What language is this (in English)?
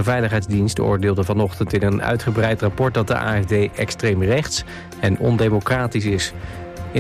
Dutch